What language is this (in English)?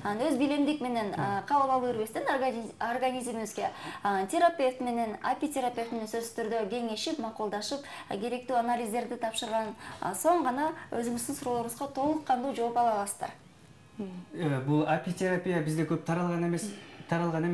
Kyrgyz